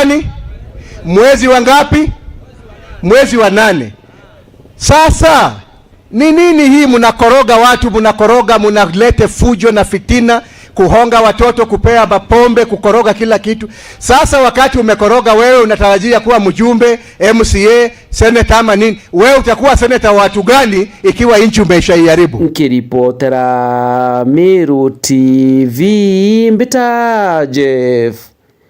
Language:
Meru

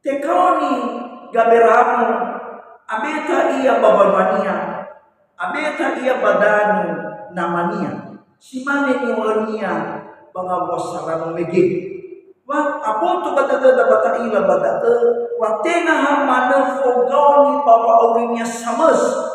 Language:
Nias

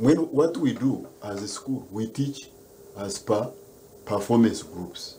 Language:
Nyankole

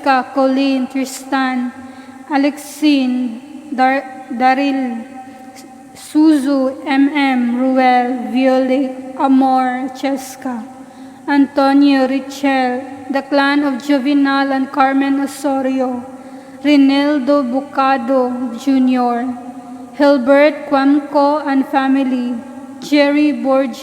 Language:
Cebuano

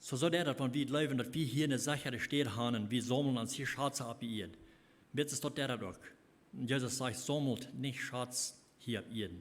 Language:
Plautdietsch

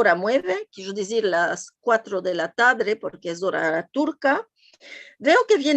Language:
Ladino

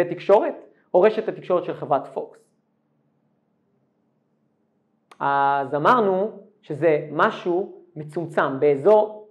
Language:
Hebrew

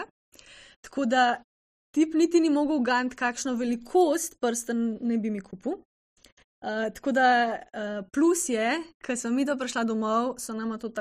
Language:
Slovenian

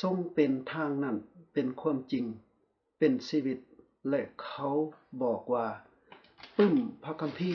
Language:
Lao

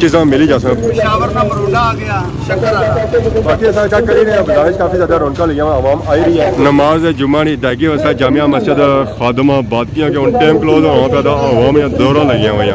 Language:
Pahari-Potwari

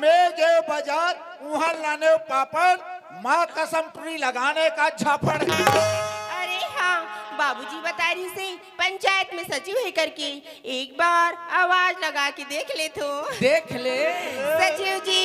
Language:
Chhattisgarhi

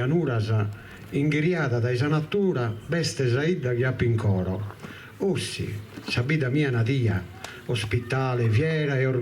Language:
Sardinian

